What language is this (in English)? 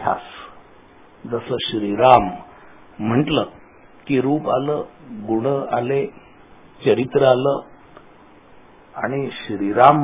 Marathi